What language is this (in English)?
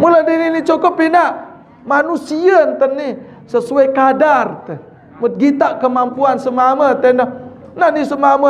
Sasak